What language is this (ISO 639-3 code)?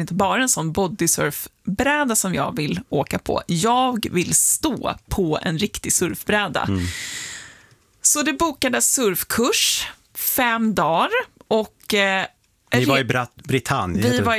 swe